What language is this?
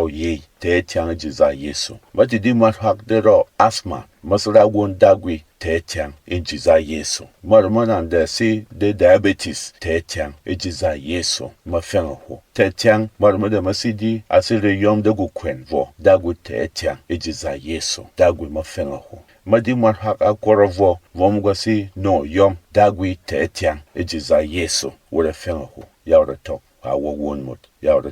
Berom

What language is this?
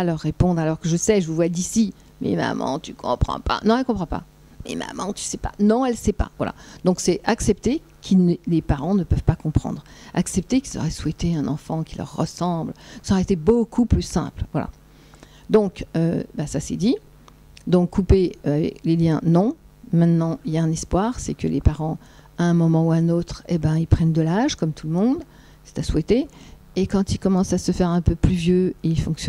French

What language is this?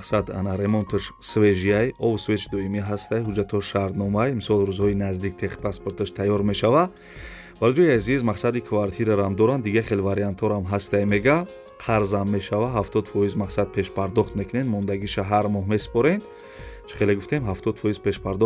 Tajik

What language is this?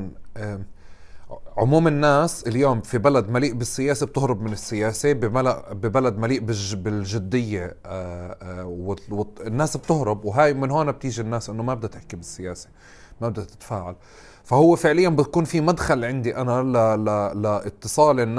North Levantine Arabic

